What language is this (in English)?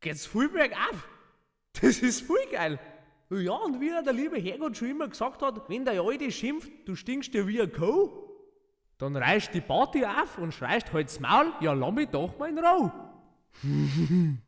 Bavarian